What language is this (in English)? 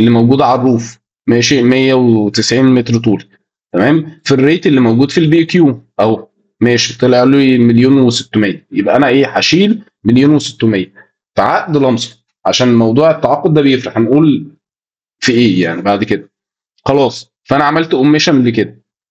Egyptian Arabic